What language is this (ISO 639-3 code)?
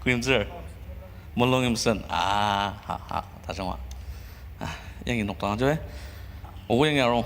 njo